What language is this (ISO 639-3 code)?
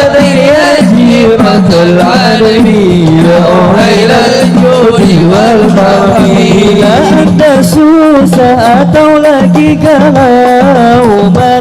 bjn